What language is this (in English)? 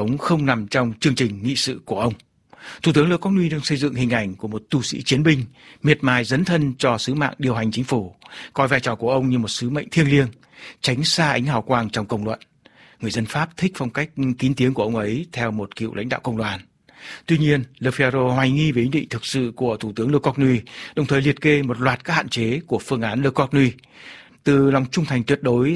Vietnamese